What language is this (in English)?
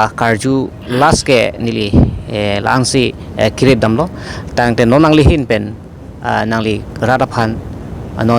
Karbi